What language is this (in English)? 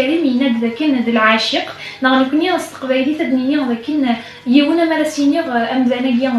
Kabyle